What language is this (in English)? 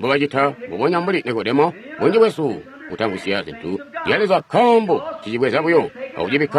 Tonga (Zambia)